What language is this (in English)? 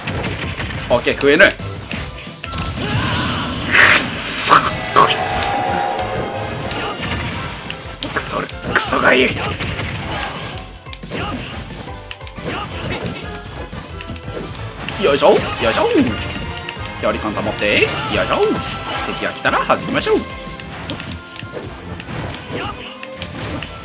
Japanese